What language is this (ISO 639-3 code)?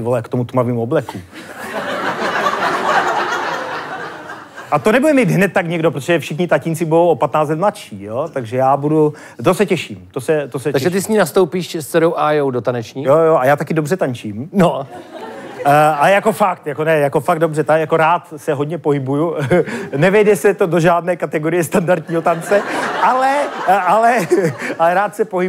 ces